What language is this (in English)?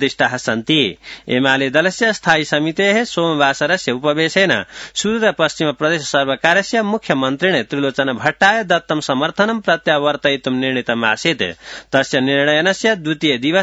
Sanskrit